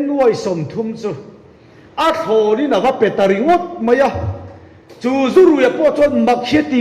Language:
Mizo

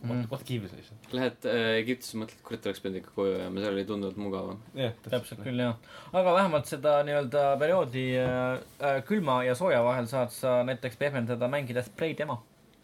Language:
Estonian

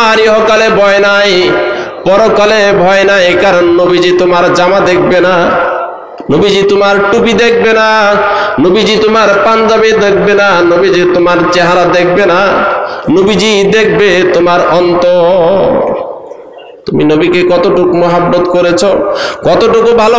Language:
Bangla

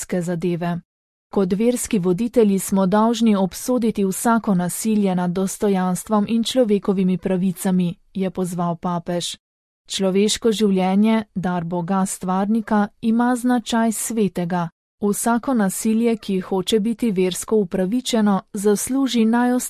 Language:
Slovenian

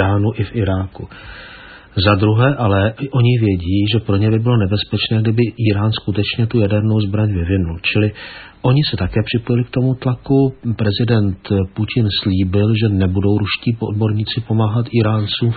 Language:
Czech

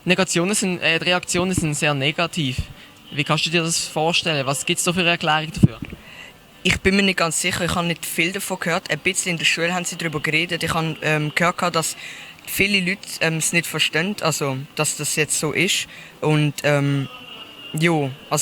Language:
Swiss German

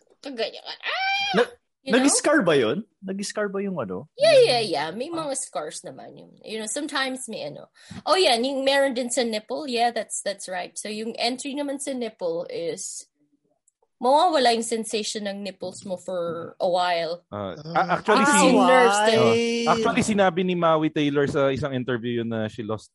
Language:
Filipino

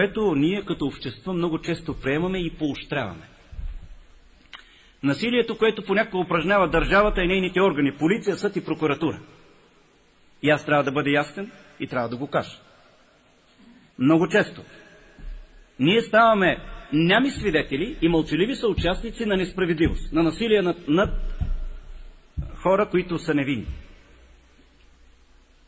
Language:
Bulgarian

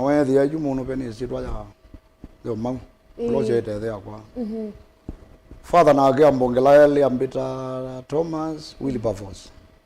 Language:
Kamba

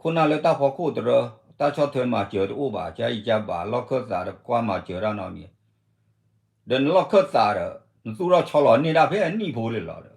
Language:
S'gaw Karen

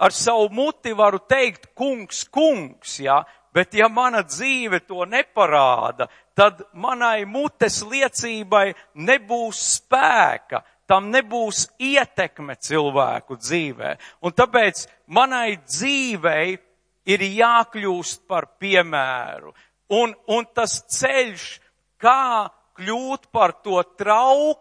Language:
Latvian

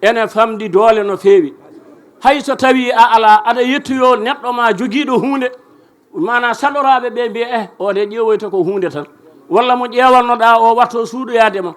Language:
Fula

